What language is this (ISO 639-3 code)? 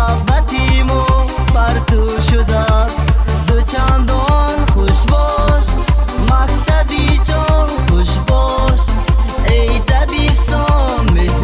tgk